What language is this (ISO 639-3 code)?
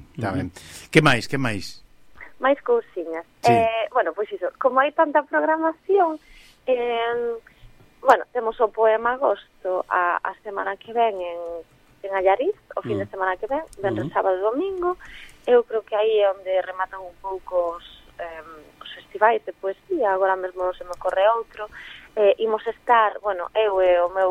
glg